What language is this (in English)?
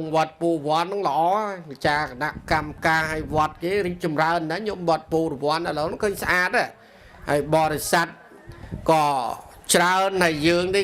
Khmer